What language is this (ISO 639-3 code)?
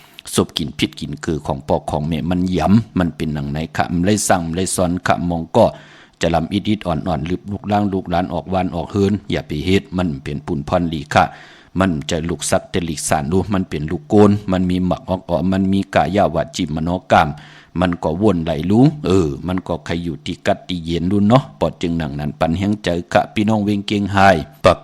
shn